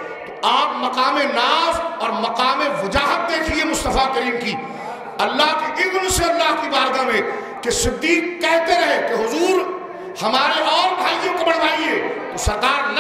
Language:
Urdu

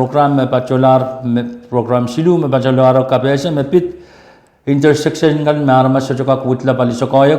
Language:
Pohnpeian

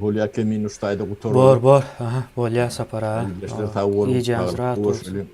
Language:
Turkmen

